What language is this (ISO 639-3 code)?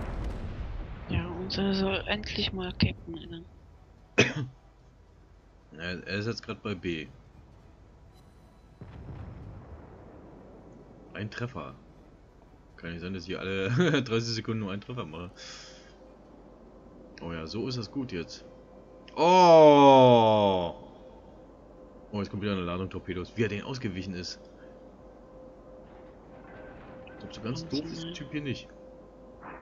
deu